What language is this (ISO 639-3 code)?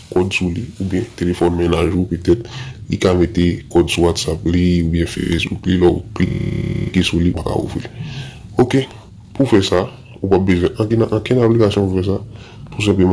hat